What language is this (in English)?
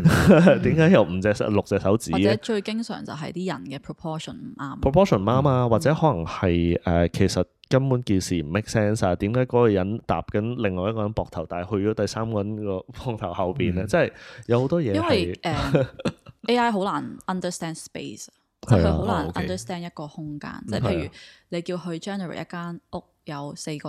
Cantonese